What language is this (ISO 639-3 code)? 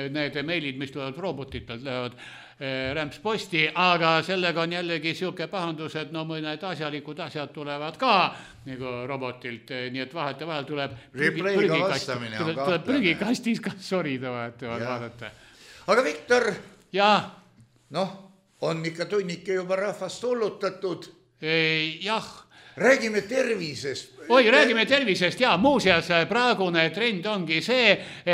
est